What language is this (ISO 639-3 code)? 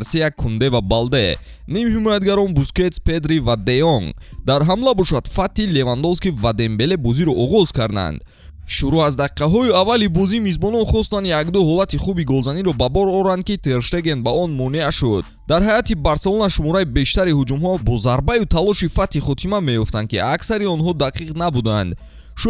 tgk